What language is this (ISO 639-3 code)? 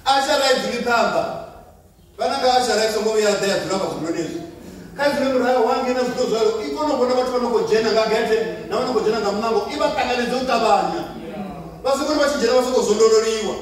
ven